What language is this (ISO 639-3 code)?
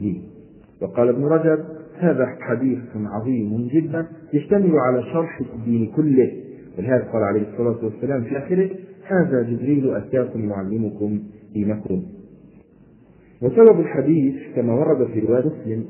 ara